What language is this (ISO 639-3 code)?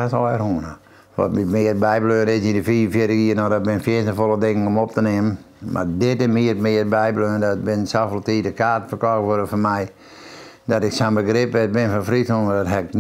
fry